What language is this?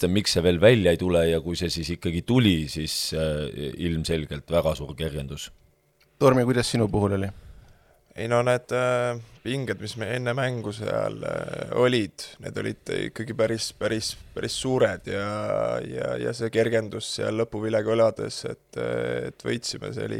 Estonian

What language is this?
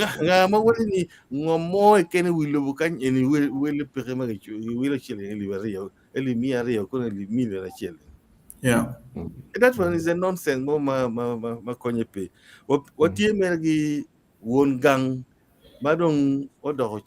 Acoli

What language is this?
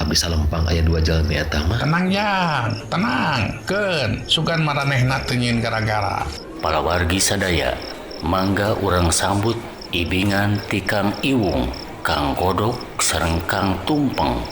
Sundanese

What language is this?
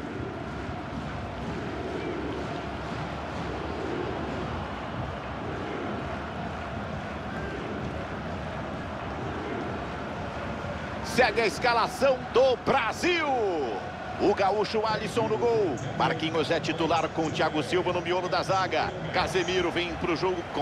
Portuguese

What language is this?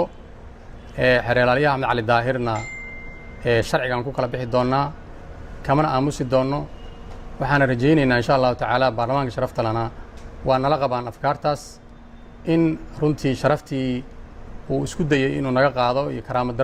Somali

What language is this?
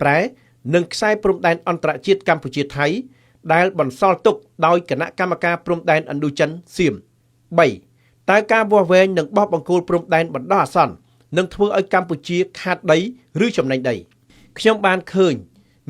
Khmer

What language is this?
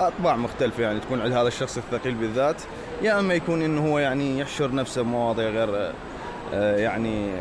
Mesopotamian Arabic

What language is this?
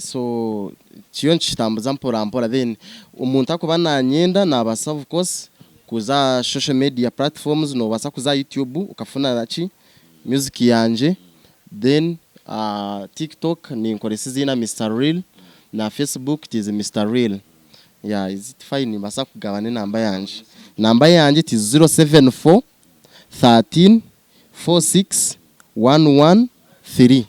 Nyankole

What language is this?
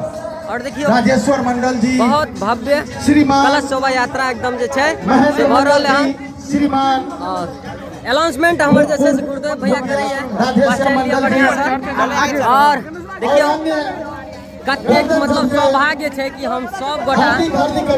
Maithili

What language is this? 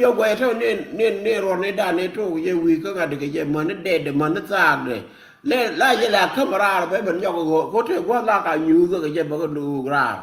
Nuer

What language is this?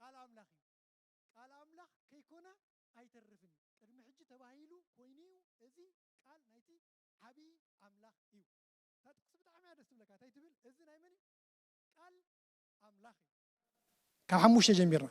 Tigrinya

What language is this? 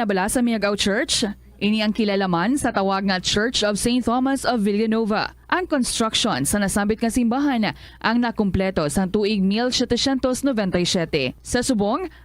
Hiligaynon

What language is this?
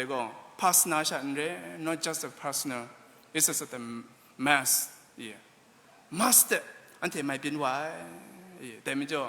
Kachin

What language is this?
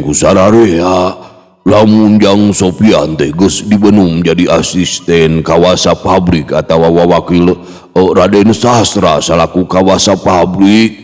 Sundanese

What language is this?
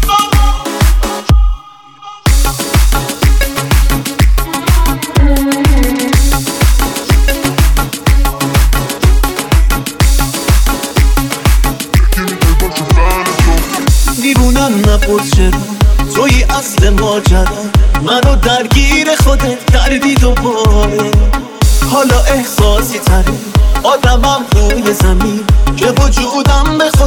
Persian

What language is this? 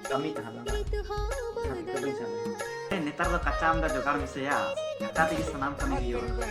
Santali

